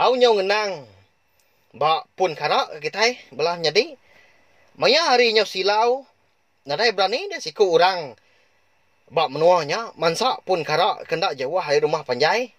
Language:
Iban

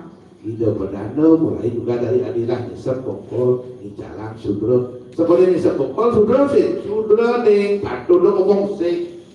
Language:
Balinese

